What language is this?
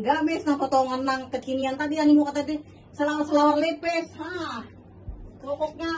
Banjar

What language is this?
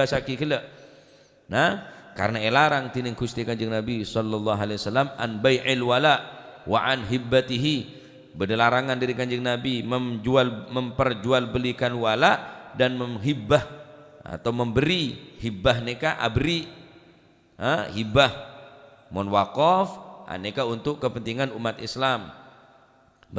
Madurese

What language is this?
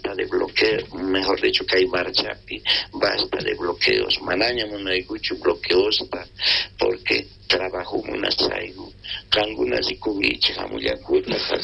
South Bolivian Quechua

